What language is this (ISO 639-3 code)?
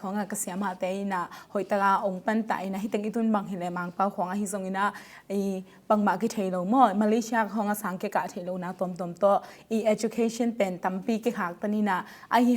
ctd